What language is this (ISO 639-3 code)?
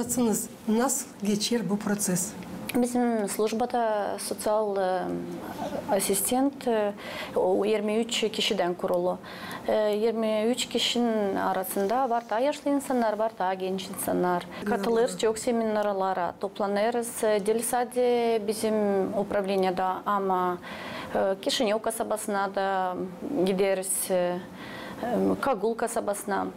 gag